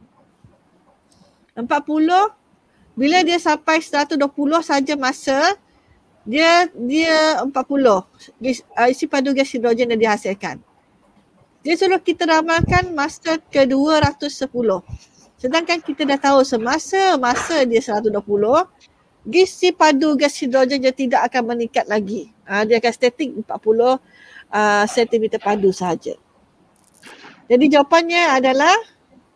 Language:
Malay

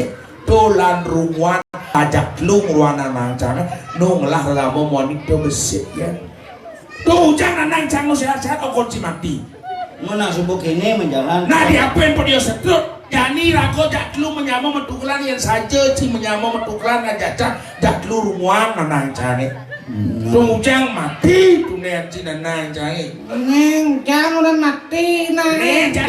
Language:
Balinese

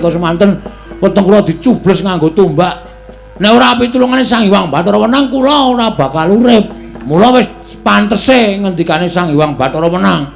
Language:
Javanese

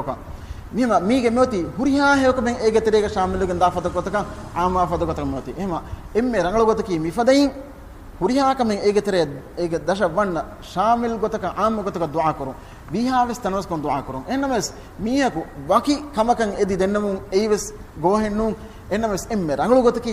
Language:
Divehi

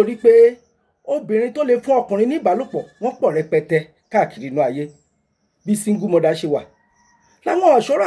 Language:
Yoruba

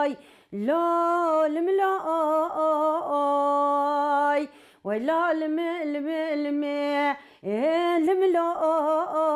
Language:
Kurdish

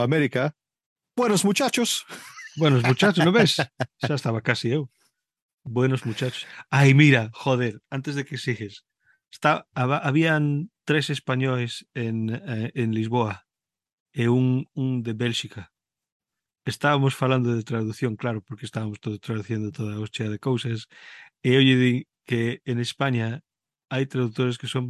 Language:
Galician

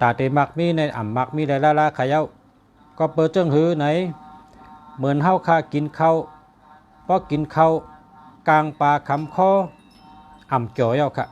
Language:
Shan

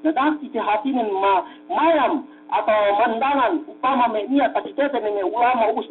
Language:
Yakan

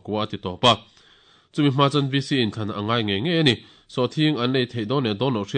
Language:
Mizo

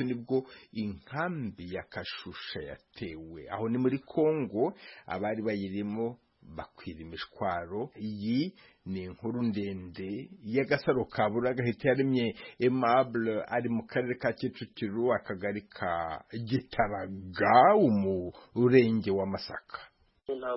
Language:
Kinyarwanda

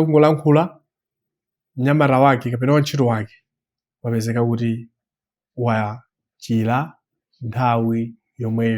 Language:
Nyanja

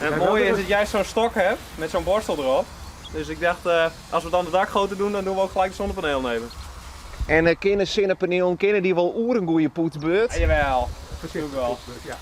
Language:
Western Frisian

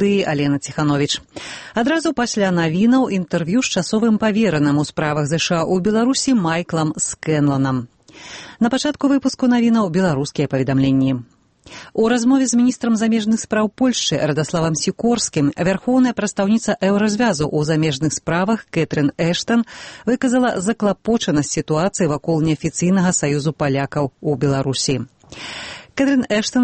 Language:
Belarusian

